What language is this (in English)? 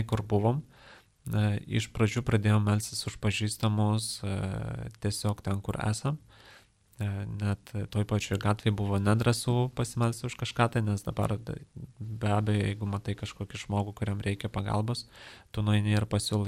Lithuanian